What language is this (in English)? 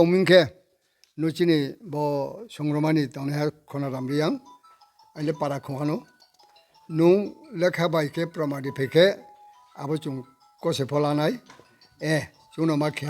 Riang (India)